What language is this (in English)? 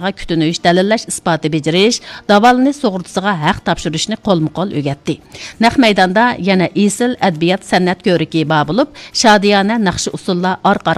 Uyghur